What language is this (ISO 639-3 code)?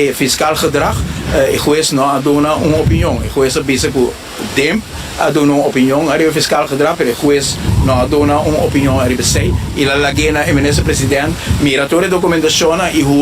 pap